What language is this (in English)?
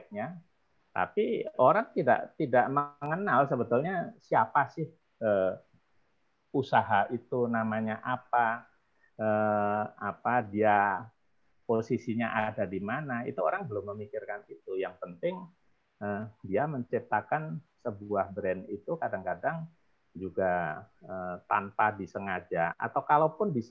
Indonesian